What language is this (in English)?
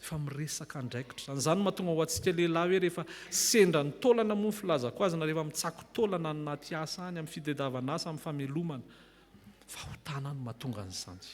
Malagasy